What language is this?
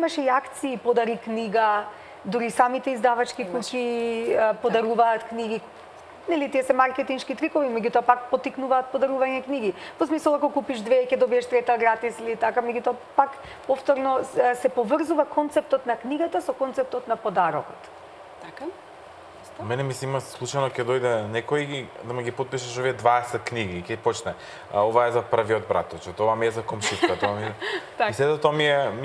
Macedonian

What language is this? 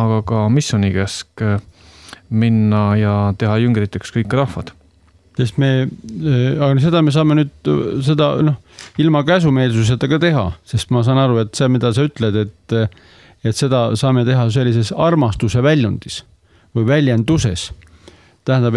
Estonian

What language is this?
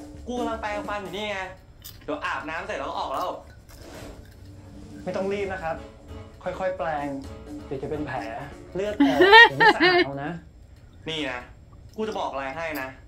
Thai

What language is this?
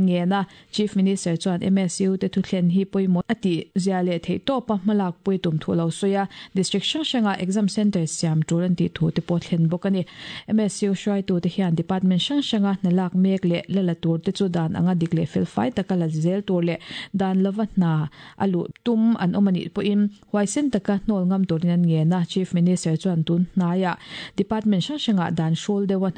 Mizo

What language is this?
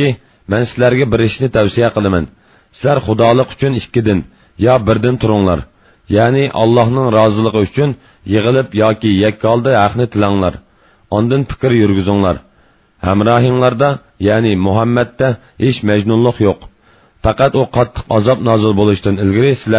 Uyghur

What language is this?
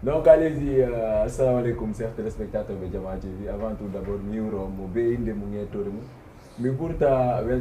Fula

